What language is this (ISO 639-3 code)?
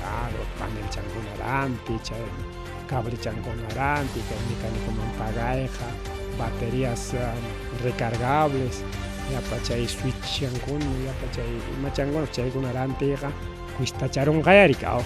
quy